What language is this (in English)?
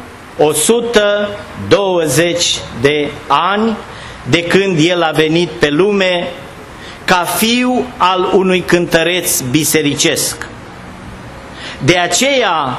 Romanian